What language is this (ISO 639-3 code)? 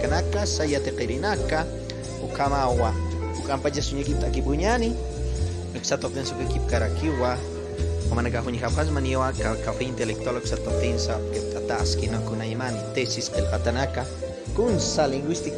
aym